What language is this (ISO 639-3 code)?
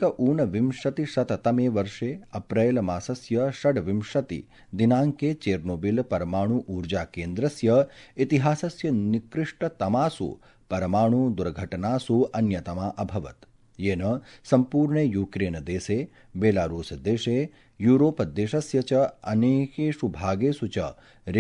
san